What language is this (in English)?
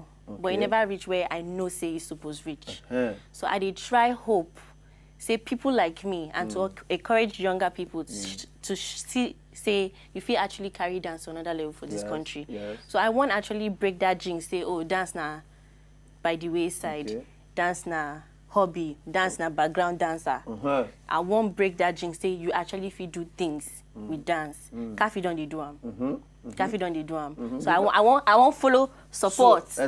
Nigerian Pidgin